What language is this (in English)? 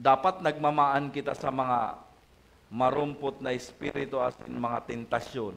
Bikol